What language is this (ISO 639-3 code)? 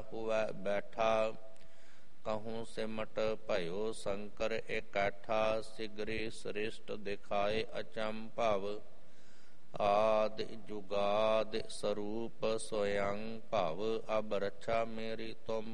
pan